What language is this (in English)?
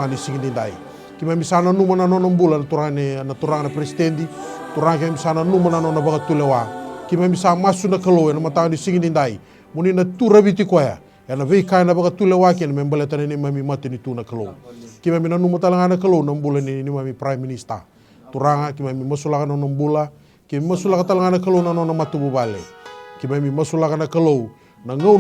Fijian